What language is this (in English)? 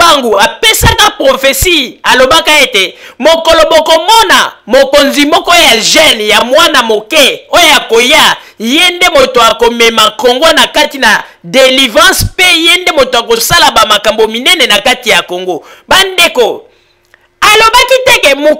Lingala